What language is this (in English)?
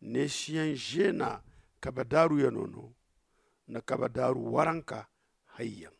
Zarma